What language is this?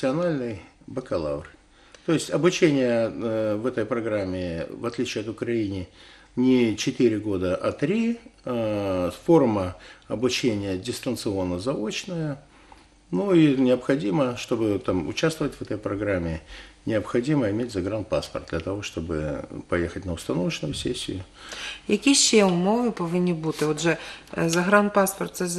Russian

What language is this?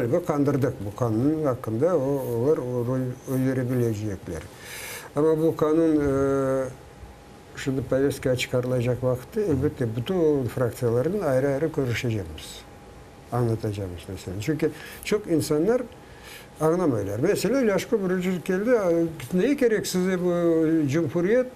Crimean Tatar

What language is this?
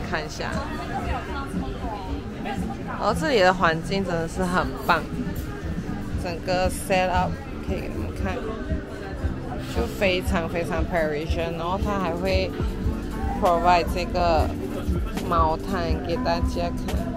Chinese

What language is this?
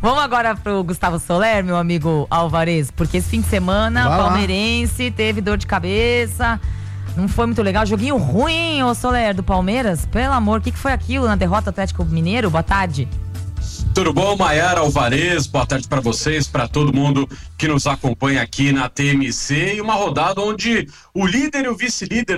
Portuguese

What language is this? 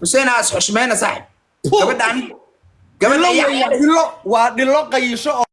Somali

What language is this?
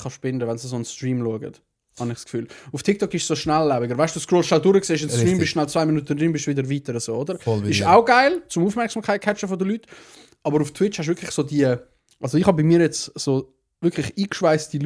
Swiss German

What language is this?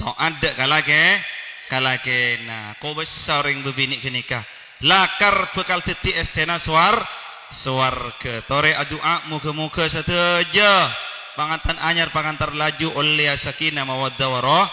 Madurese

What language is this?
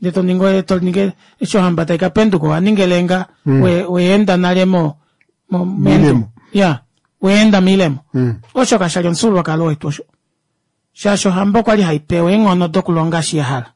Kuanyama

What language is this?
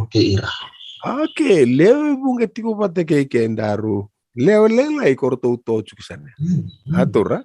Fijian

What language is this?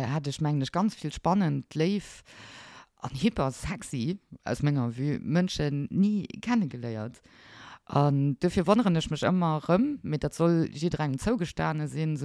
Luxembourgish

